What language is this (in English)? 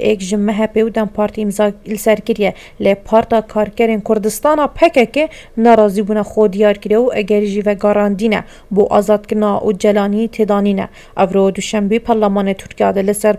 Kurdish